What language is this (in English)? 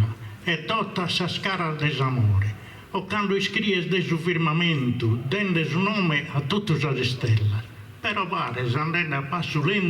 Sardinian